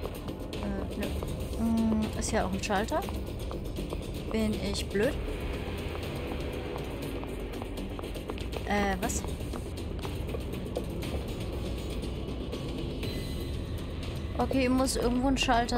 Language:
German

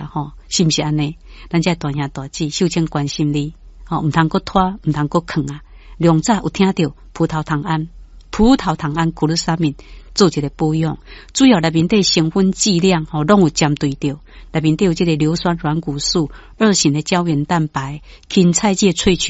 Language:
Min Nan Chinese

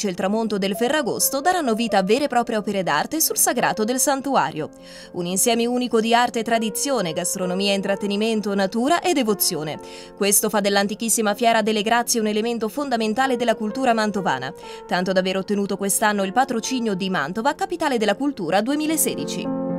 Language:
Italian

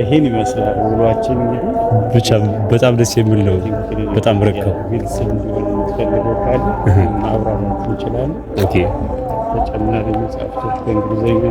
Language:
Amharic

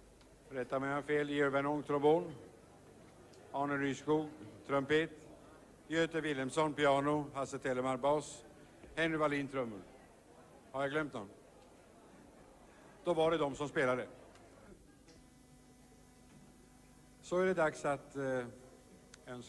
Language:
Swedish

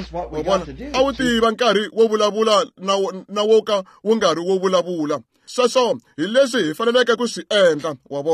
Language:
Tsonga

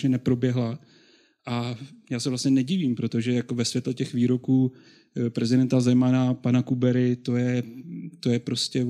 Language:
Czech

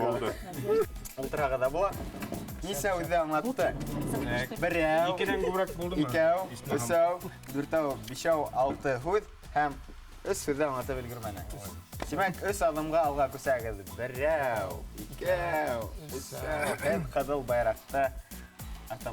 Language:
Bashkir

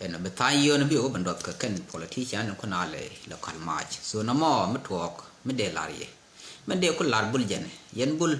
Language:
Nuer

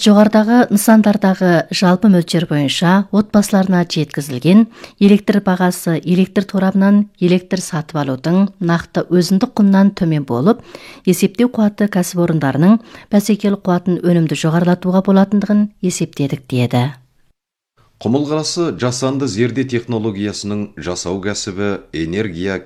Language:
Kazakh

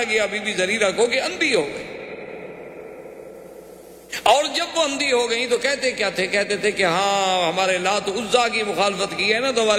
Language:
Urdu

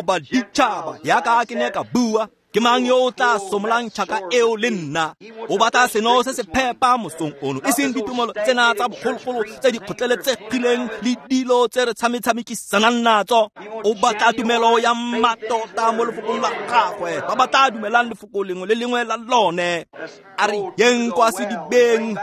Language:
Tswana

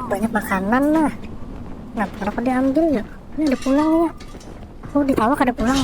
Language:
Banjar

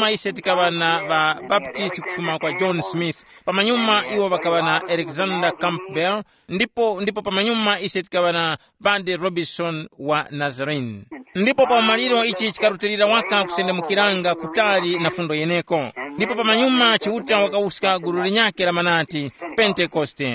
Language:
Tumbuka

